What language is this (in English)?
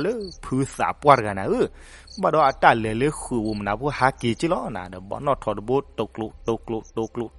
S'gaw Karen